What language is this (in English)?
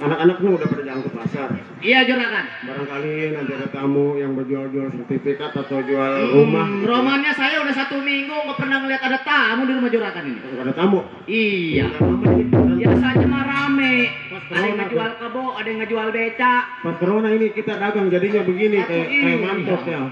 Betawi